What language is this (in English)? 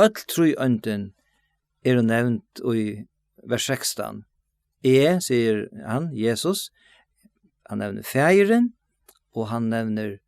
Faroese